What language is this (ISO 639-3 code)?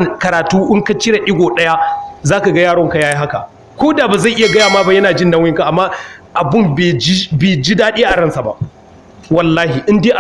hau